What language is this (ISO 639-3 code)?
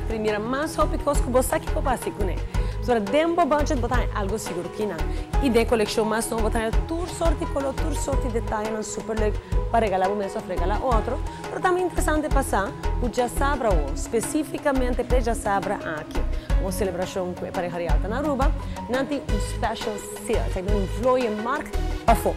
pap